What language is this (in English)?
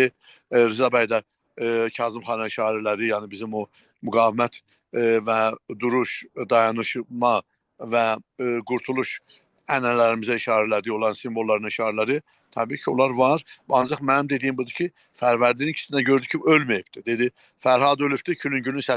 South Azerbaijani